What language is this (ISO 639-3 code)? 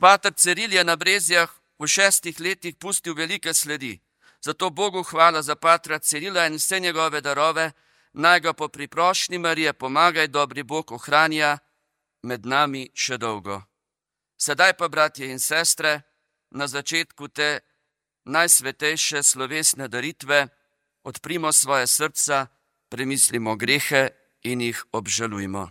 slv